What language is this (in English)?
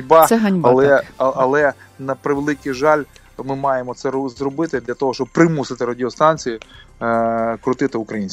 Ukrainian